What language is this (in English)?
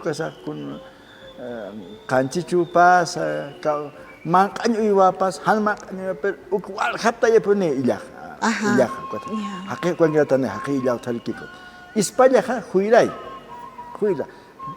Aymara